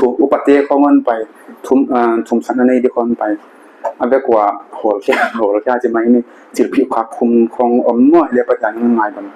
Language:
Paite Chin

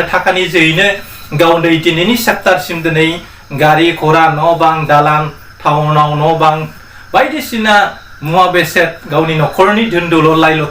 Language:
Bodo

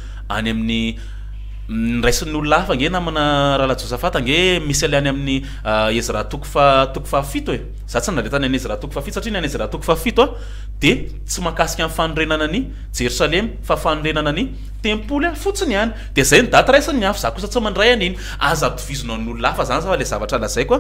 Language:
Malagasy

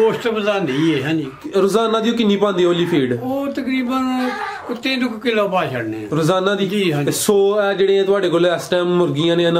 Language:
Punjabi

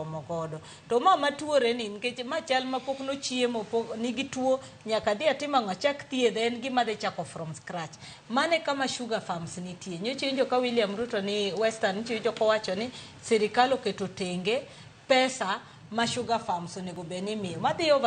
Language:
Luo (Kenya and Tanzania)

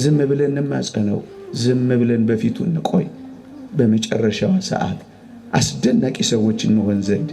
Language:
Amharic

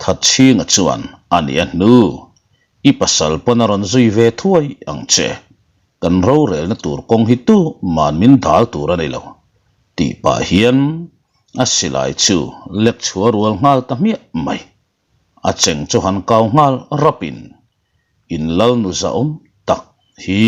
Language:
Mizo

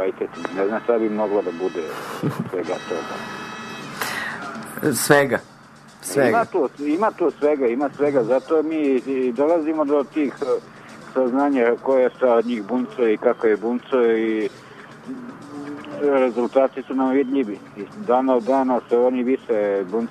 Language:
Serbian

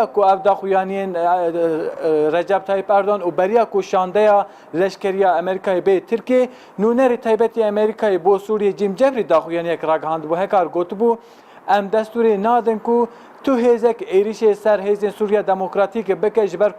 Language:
Kurdish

